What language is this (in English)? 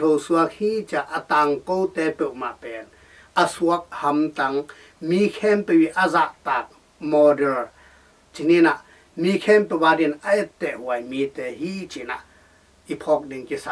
Tedim Chin